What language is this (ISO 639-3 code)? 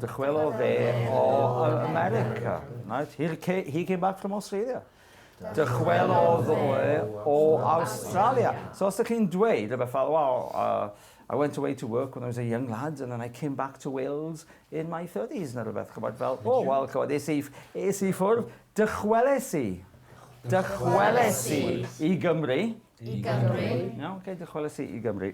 cym